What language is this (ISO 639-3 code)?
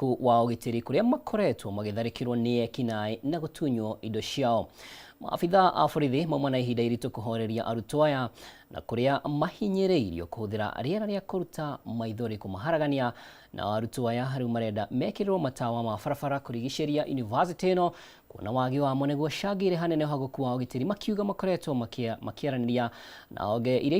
kik